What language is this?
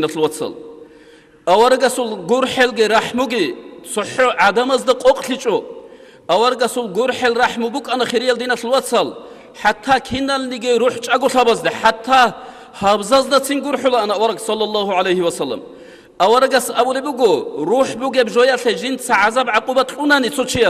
Avaric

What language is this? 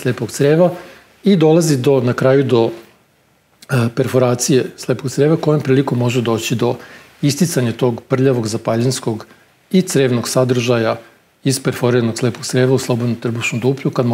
Serbian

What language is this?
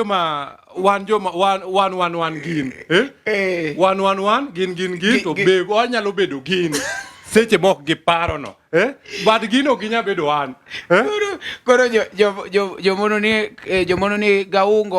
Luo (Kenya and Tanzania)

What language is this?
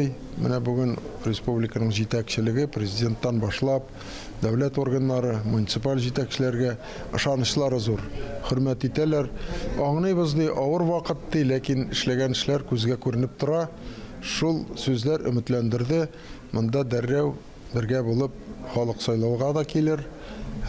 Tatar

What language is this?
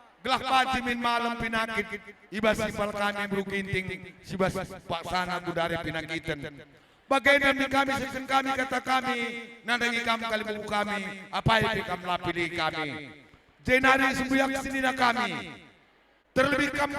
Batak Karo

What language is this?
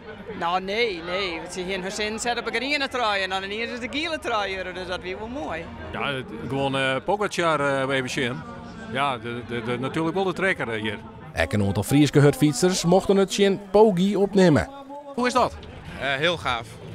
Western Frisian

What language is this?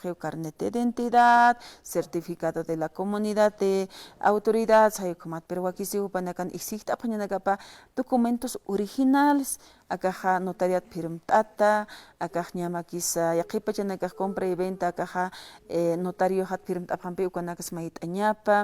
Aymara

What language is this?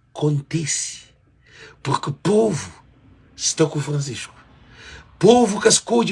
Kabuverdianu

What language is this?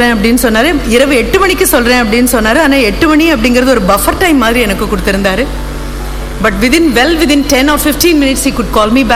Tamil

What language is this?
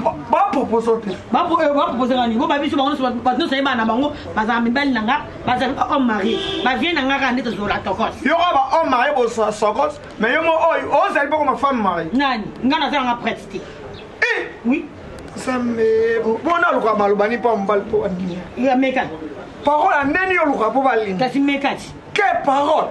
Lingala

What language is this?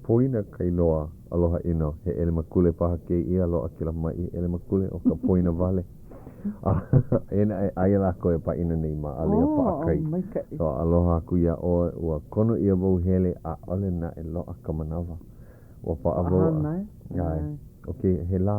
Hawaiian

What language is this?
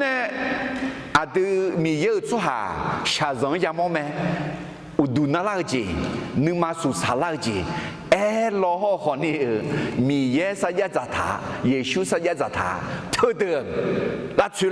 Akha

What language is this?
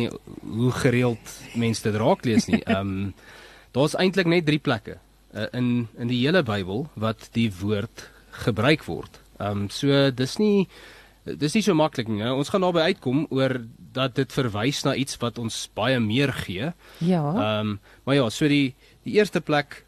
Afrikaans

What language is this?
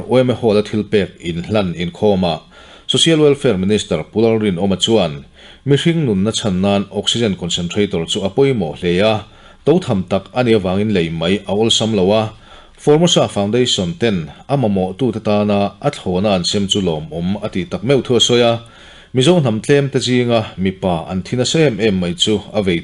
Mizo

